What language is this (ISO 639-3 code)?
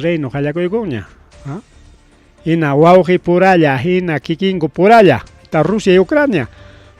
quy